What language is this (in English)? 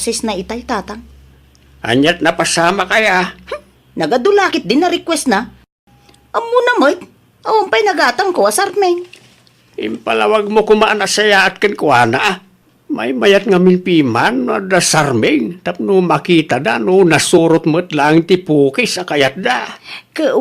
Iloko